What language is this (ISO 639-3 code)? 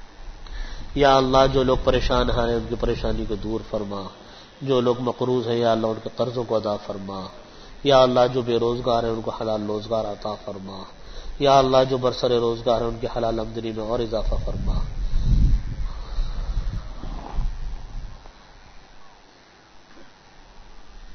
urd